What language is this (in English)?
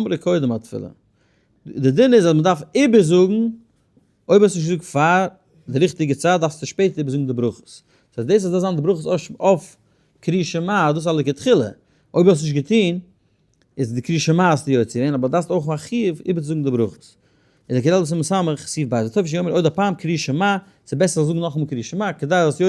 Yiddish